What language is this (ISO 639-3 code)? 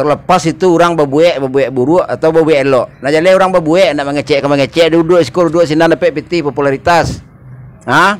min